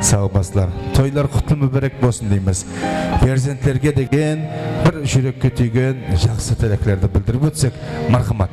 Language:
Kara-Kalpak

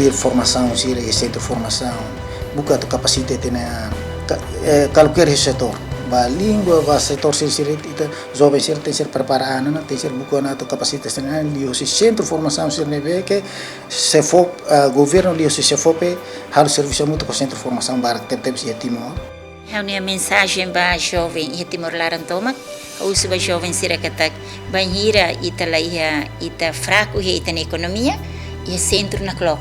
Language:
Tetum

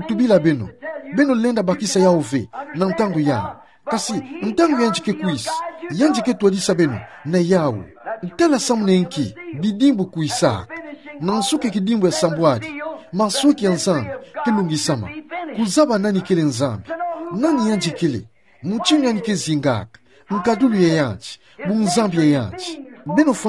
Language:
Kituba (Democratic Republic of Congo)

